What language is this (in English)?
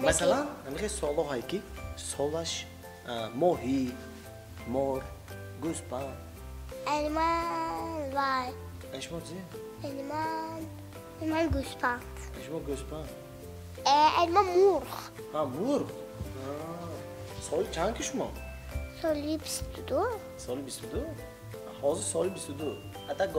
Tajik